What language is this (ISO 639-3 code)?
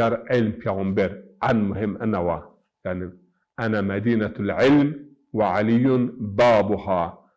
zza